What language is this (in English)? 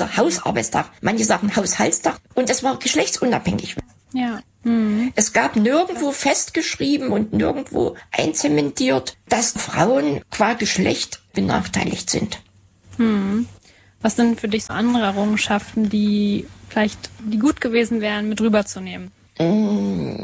German